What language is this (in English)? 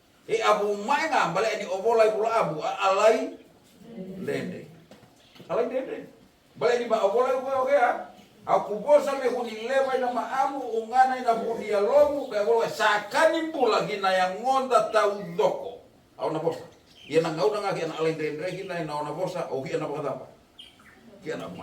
Fijian